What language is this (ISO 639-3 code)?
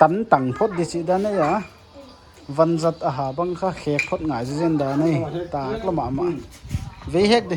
pck